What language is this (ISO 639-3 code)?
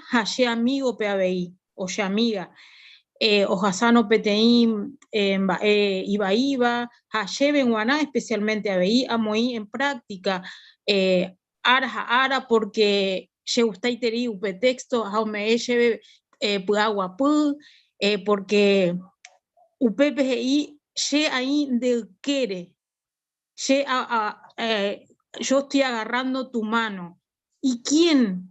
grn